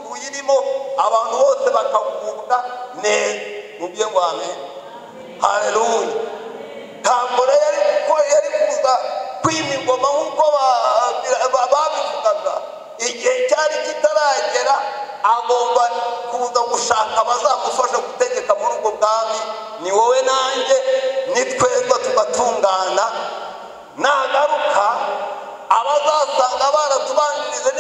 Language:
Kinyarwanda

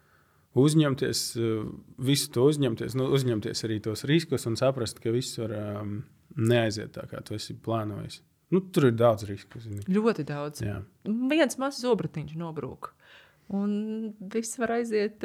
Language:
Latvian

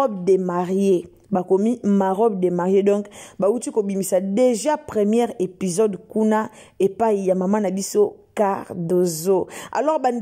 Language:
Lingala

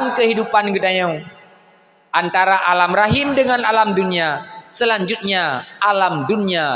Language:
Achinese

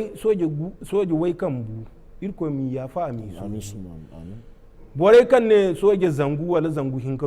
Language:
Zarma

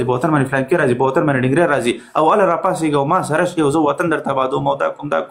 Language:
Pashto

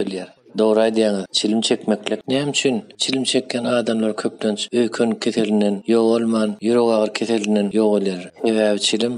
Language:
Turkmen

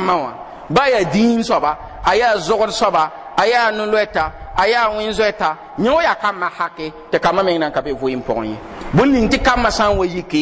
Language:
Mossi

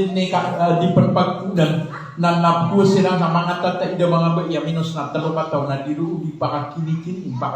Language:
Maranao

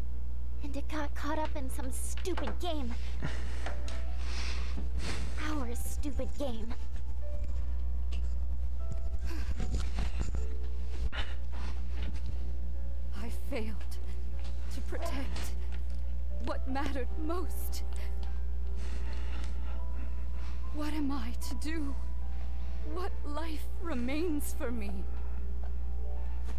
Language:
English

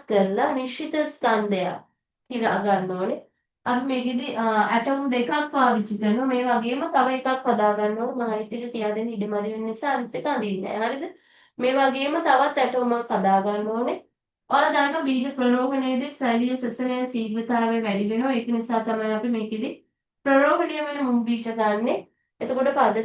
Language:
Sinhala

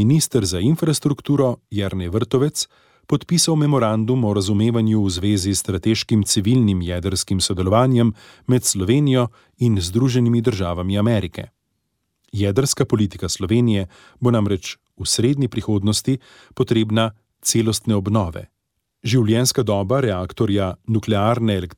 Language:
Slovenian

